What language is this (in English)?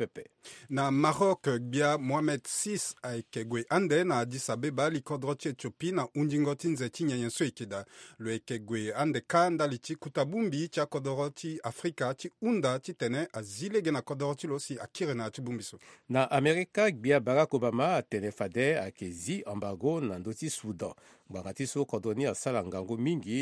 Sango